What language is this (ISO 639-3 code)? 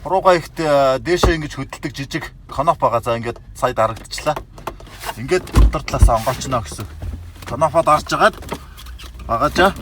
mon